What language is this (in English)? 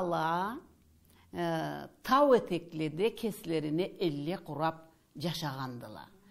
Tatar